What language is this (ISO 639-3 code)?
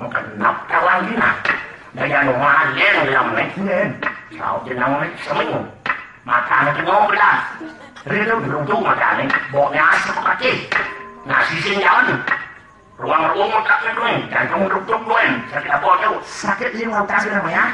ban